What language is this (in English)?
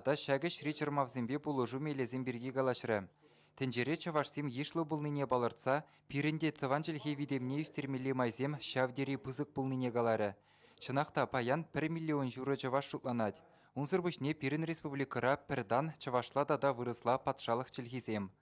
Chuvash